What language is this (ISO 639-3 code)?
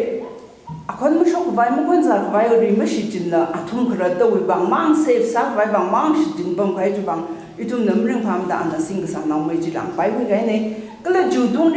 nmf